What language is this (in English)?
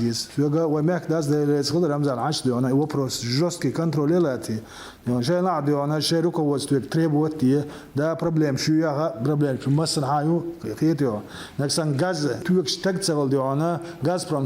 Chechen